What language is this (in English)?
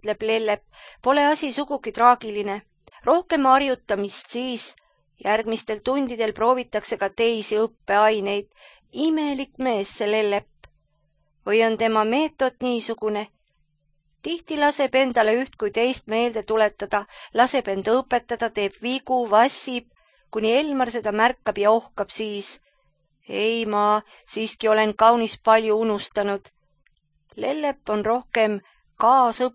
Estonian